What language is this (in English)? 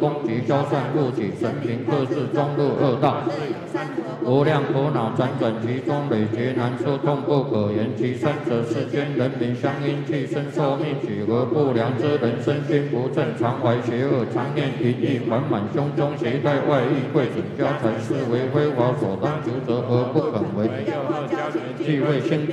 Chinese